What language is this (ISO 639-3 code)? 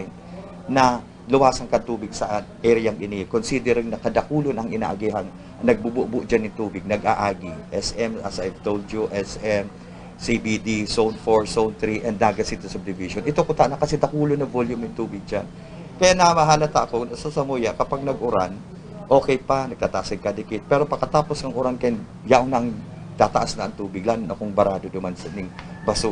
bik